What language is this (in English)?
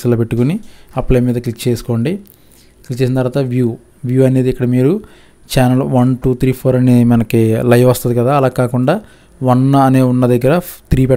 Telugu